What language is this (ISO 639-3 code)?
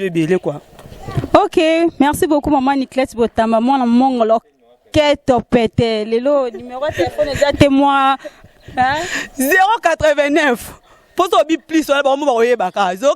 lin